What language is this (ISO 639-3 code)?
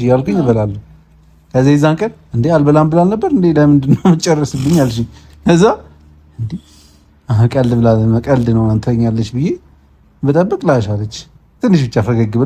amh